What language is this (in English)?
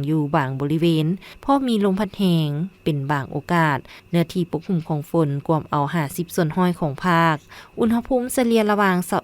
Lao